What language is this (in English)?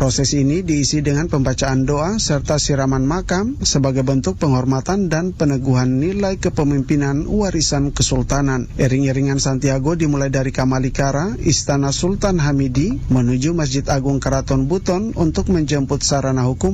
Indonesian